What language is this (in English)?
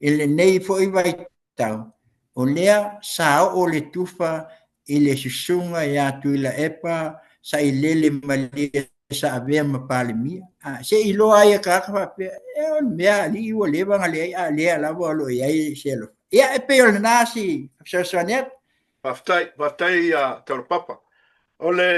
Samoan